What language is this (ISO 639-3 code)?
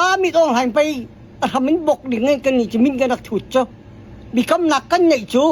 cnh